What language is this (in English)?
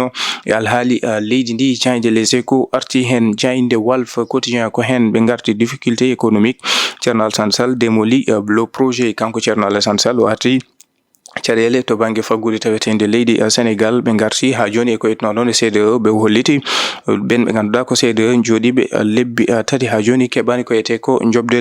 Fula